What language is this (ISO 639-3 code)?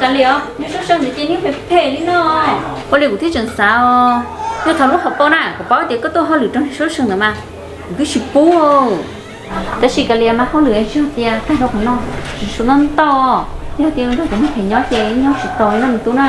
hmn